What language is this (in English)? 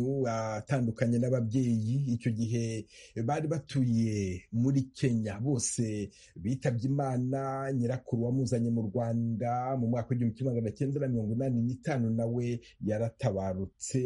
Kinyarwanda